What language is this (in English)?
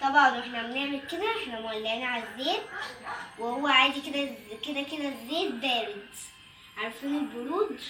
Egyptian Arabic